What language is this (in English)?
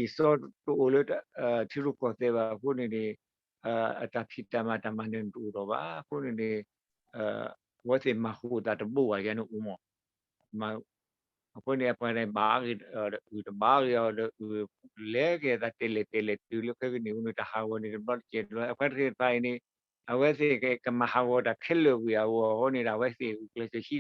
S'gaw Karen